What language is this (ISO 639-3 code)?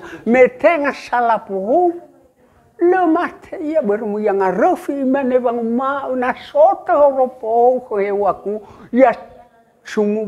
nia